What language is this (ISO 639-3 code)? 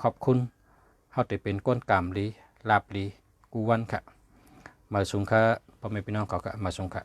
shn